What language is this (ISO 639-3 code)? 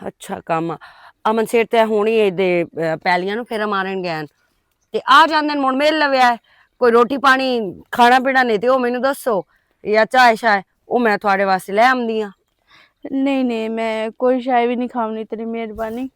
lah